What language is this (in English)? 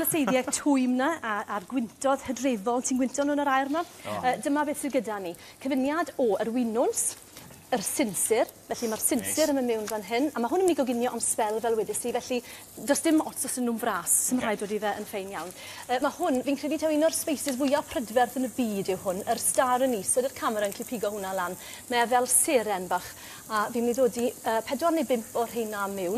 Welsh